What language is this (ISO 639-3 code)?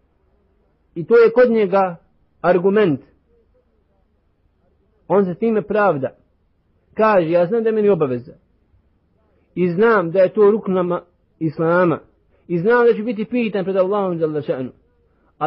bos